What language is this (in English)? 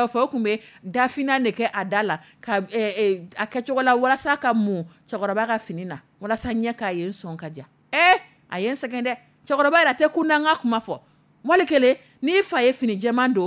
Dyula